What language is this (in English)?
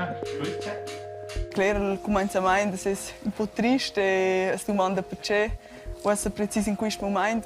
Romansh